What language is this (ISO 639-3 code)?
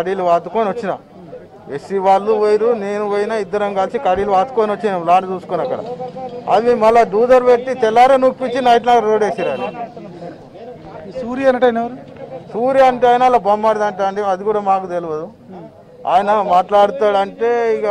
tel